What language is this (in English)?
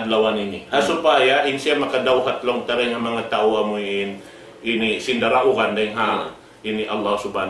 Tausug